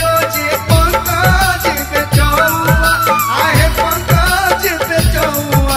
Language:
Bhojpuri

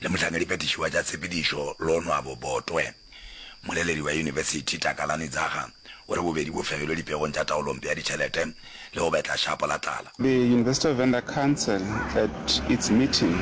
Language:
Northern Sotho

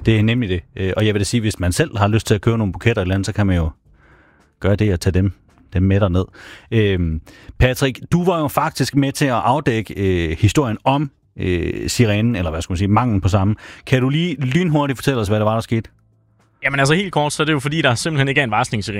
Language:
Danish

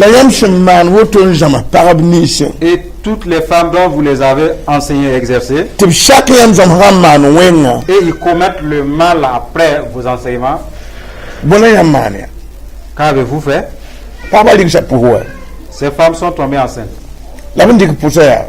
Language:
Mossi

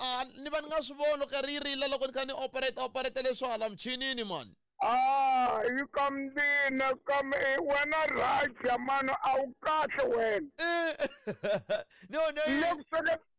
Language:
Tsonga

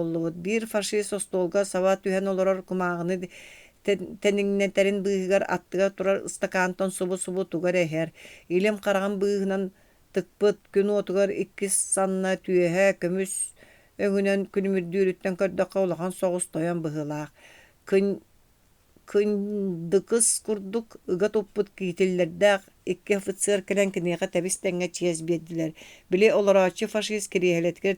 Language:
Yakut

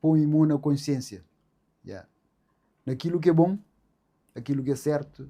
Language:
Kabuverdianu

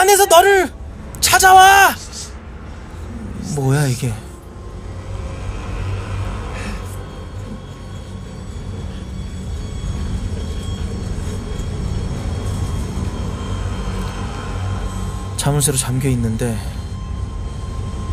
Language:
Korean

